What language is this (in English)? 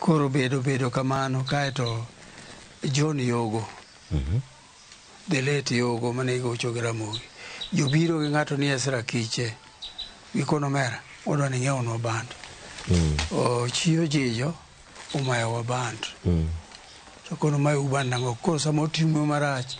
Luo (Kenya and Tanzania)